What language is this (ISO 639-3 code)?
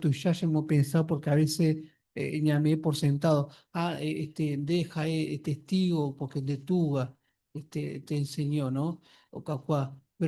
grn